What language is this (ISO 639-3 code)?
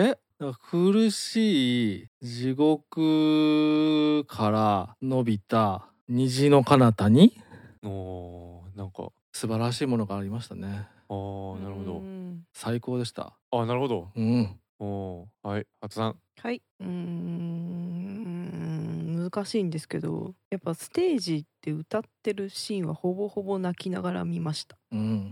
jpn